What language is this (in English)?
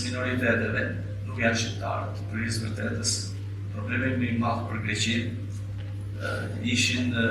Albanian